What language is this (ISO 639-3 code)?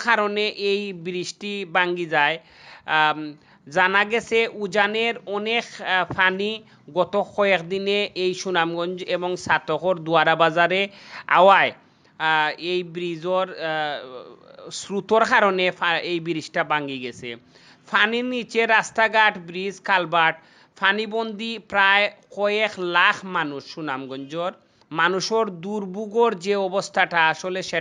syl